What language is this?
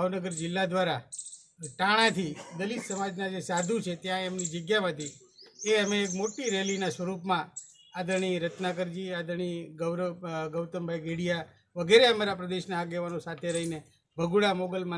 Gujarati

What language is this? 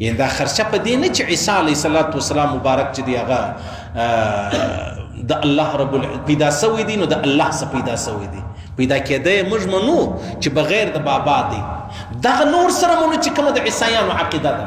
Pashto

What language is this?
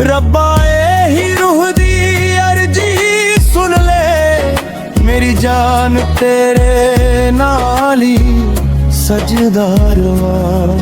Dogri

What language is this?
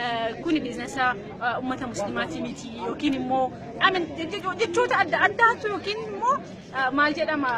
Oromo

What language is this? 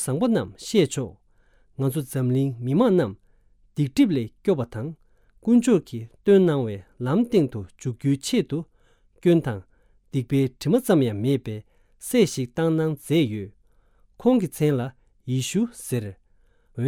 Tibetan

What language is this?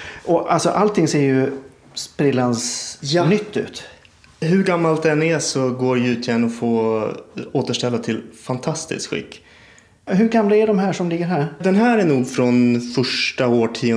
Swedish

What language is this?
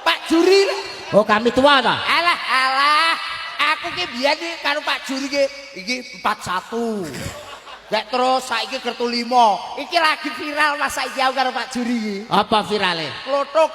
Javanese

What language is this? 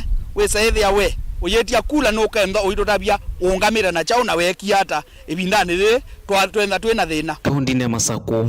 Kamba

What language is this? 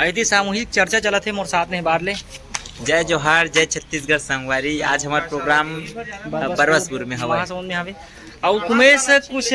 Chhattisgarhi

